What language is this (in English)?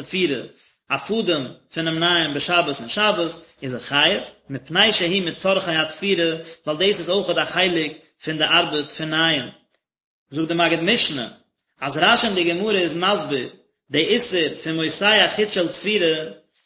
Yiddish